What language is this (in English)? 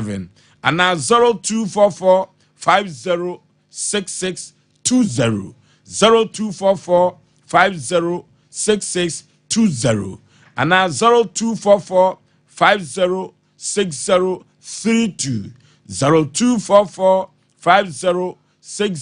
Akan